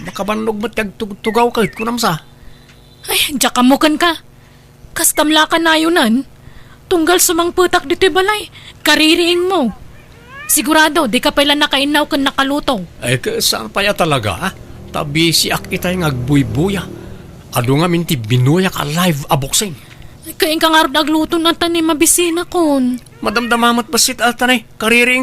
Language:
Iloko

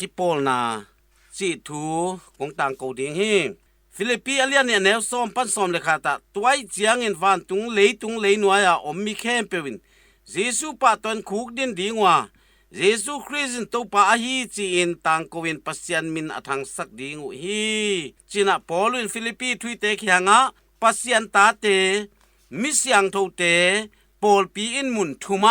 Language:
Tedim Chin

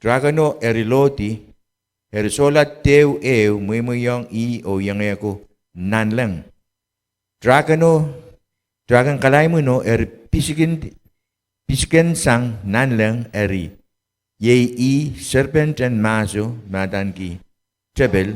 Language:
Pohnpeian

